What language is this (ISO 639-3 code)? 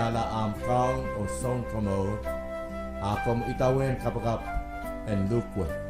pon